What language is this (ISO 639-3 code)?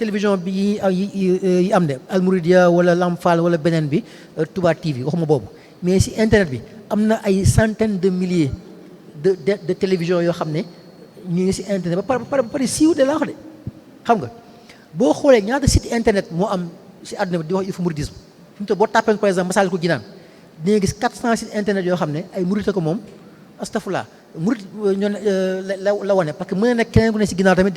wol